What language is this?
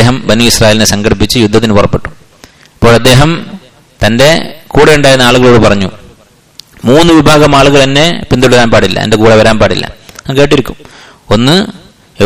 Malayalam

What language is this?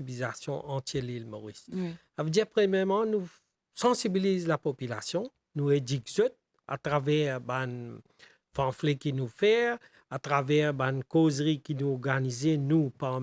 Morisyen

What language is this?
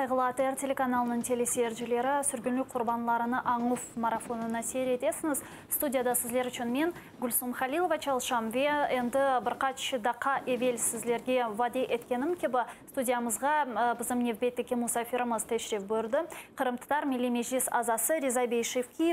Crimean Tatar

